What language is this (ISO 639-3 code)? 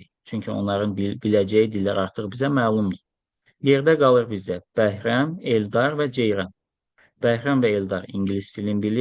aze